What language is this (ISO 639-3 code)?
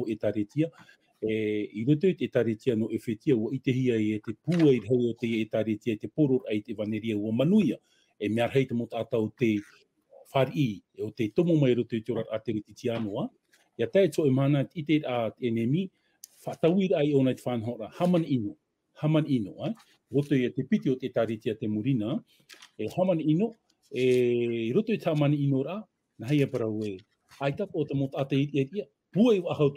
tah